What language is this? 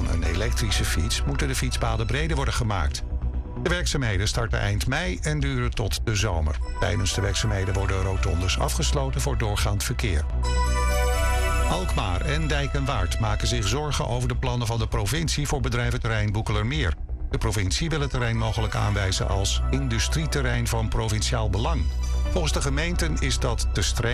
Dutch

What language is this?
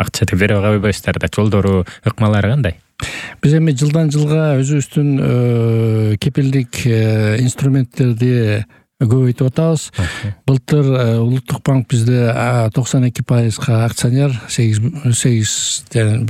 Kyrgyz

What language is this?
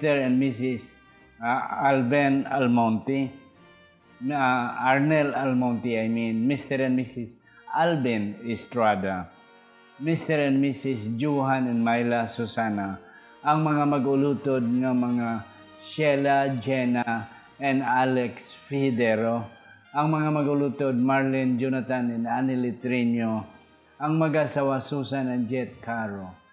Hiligaynon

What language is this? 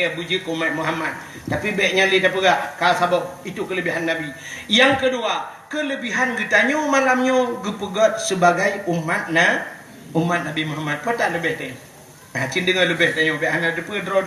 Achinese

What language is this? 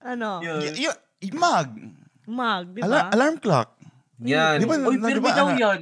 Bikol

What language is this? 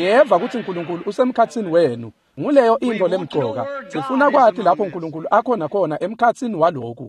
Swati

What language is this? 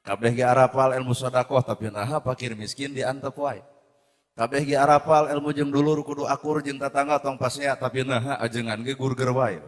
Sundanese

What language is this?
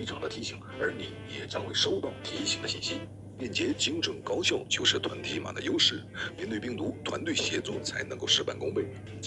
Chinese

